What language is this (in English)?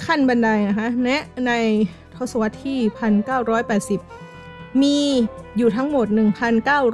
Thai